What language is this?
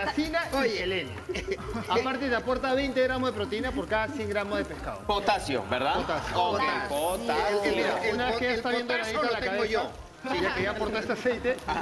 Spanish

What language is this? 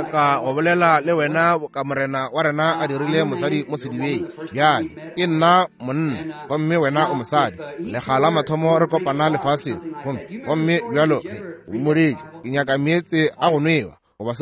Northern Sotho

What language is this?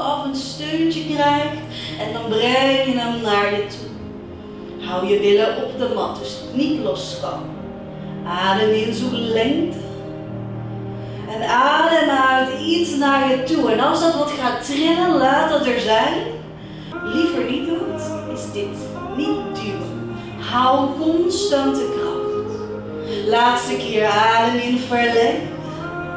Dutch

